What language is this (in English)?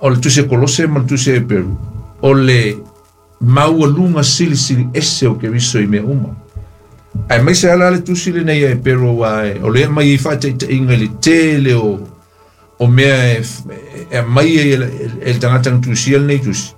Samoan